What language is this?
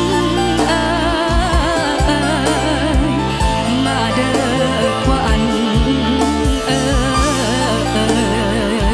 Thai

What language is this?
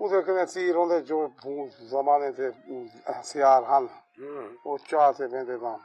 Saraiki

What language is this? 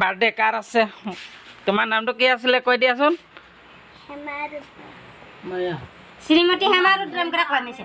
Assamese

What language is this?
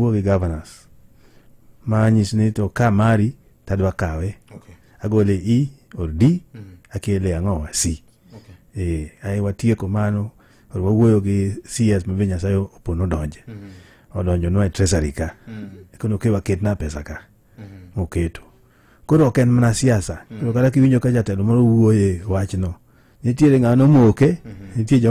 Luo (Kenya and Tanzania)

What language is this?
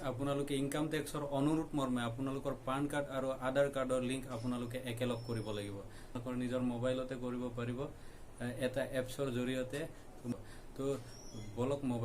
Assamese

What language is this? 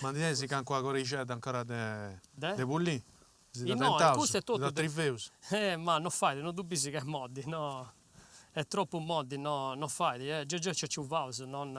Sardinian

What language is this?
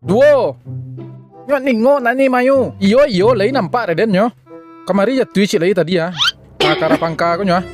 Minangkabau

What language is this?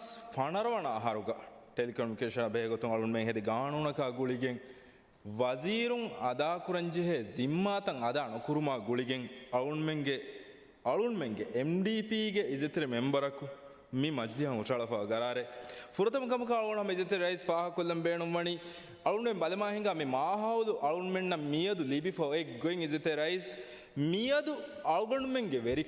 Divehi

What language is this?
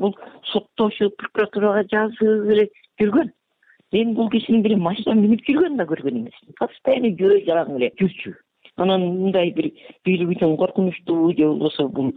Kyrgyz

